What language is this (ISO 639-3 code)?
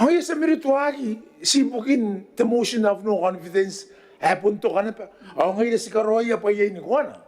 gil